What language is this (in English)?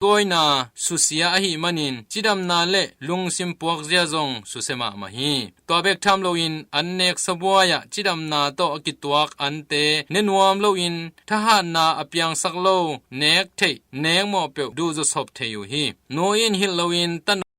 Tedim Chin